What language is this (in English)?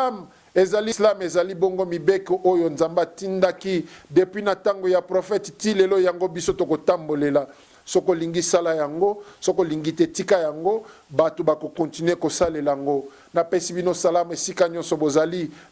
Lingala